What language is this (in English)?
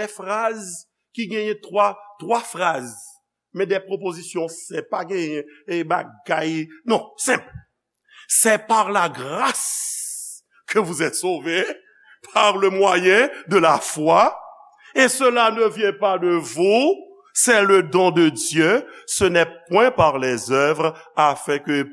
Haitian Creole